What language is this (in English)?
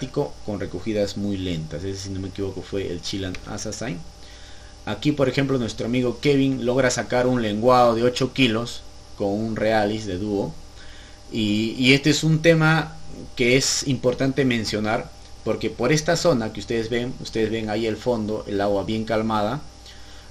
Spanish